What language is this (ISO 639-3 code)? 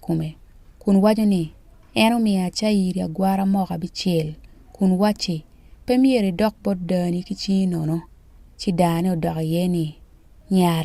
ach